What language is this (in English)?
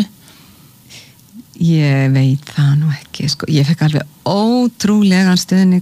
Icelandic